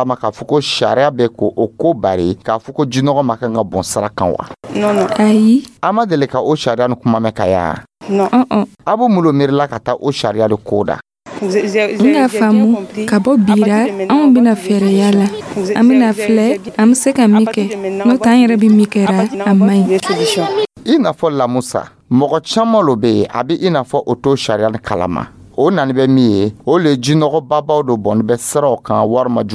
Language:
Dyula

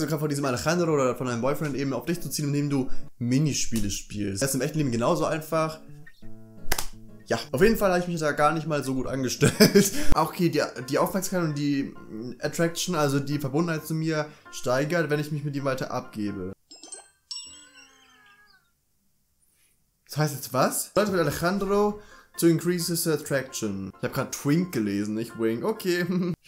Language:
German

